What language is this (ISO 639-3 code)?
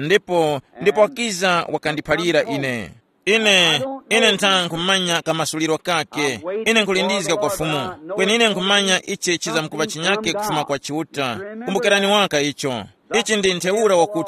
tum